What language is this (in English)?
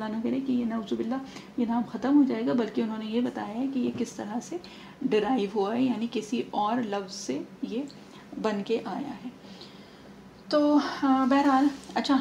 Urdu